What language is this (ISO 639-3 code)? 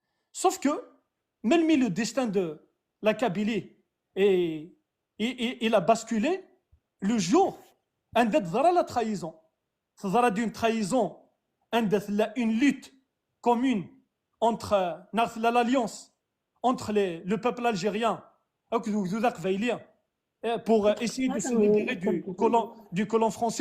kab